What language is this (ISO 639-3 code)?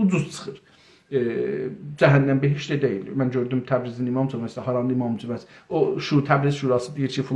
azb